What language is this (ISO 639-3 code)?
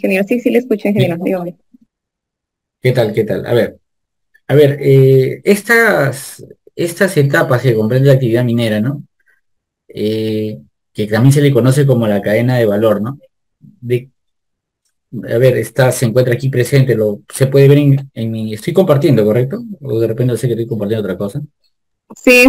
spa